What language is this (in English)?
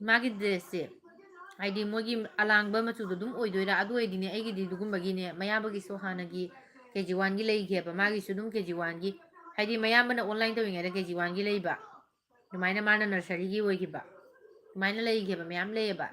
Manipuri